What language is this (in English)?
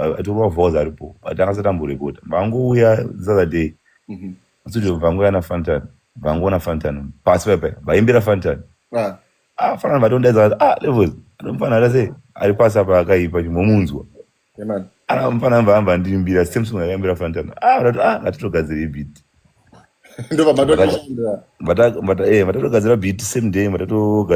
Shona